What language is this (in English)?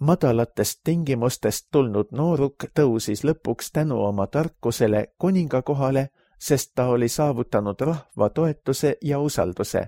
Estonian